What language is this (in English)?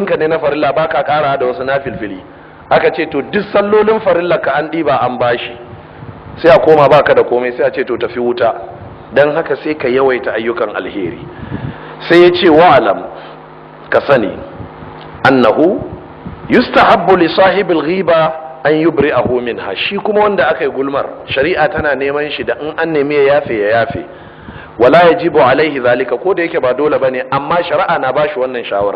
Hausa